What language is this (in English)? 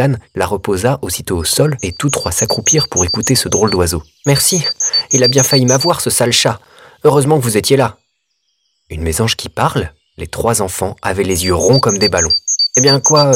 French